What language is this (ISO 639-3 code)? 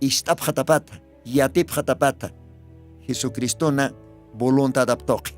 aym